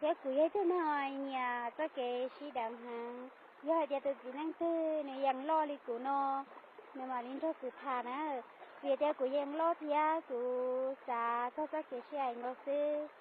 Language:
Hmong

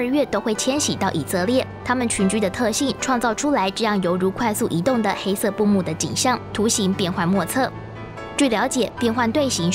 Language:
Chinese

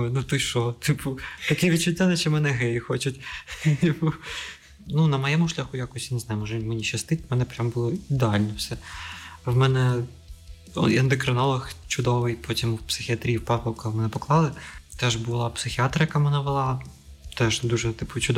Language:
Ukrainian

